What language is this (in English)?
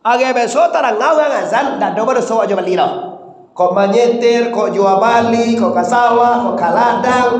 Minangkabau